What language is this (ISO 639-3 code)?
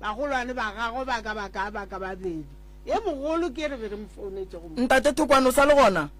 nso